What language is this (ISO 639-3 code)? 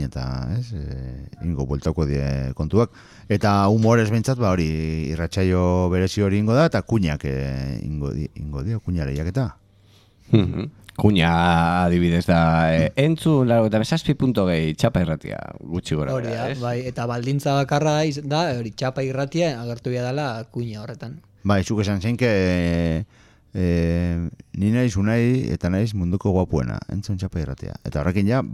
eus